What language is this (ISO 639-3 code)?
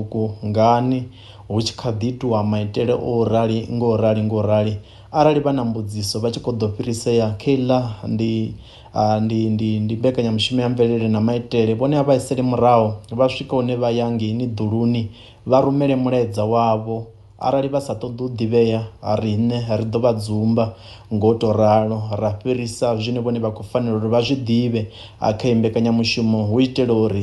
ven